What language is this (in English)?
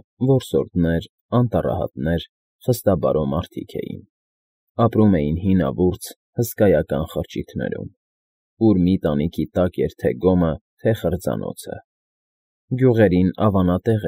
Armenian